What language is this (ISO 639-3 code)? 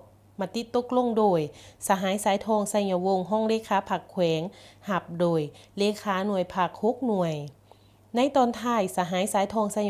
lao